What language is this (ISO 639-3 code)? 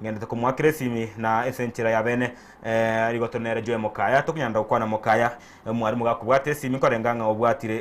guz